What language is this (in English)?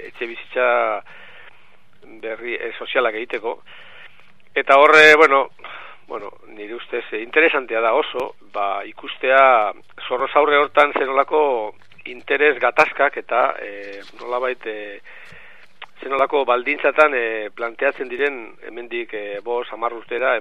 Basque